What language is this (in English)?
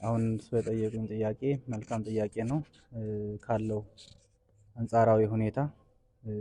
Amharic